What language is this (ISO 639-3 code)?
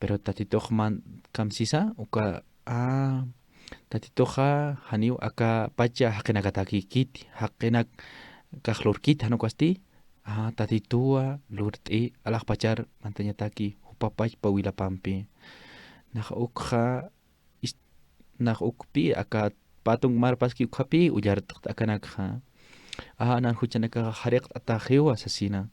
aym